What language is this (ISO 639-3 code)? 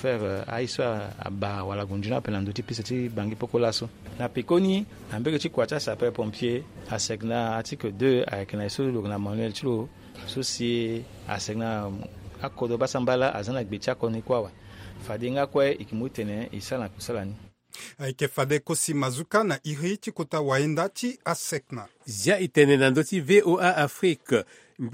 sag